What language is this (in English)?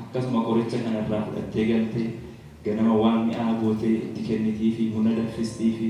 Oromo